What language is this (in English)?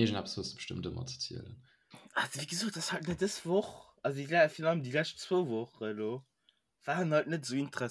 Luxembourgish